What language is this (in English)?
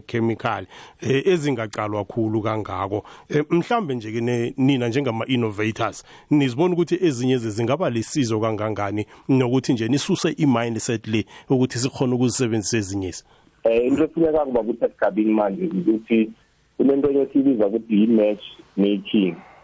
South Ndebele